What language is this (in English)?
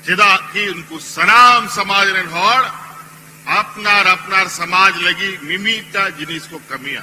Santali